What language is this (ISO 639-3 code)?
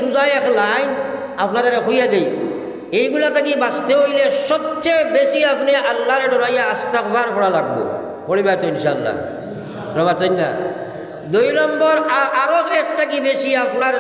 syl